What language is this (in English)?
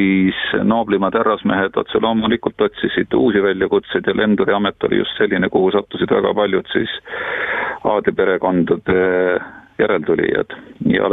Estonian